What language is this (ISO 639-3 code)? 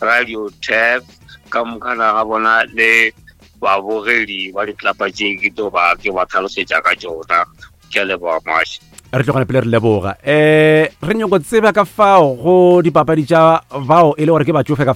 nso